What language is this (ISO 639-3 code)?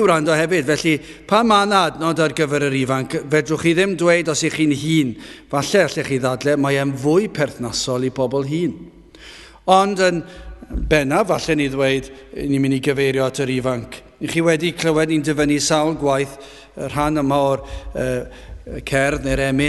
cym